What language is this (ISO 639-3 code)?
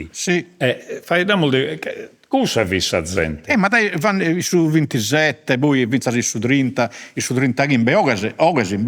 srd